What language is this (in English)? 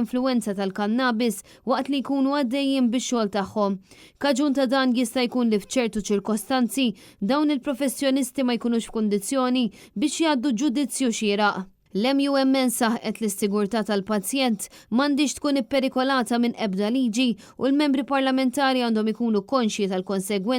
Maltese